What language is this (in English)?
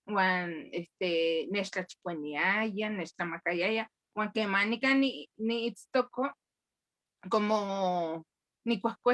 Eastern Huasteca Nahuatl